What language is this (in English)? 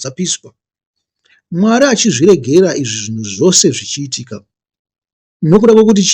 Shona